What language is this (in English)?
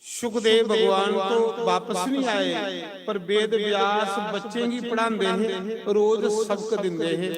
Dogri